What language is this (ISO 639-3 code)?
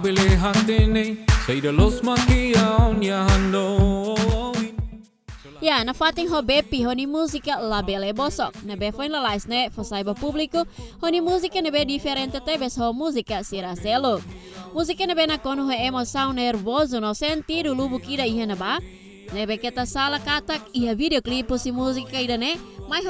tet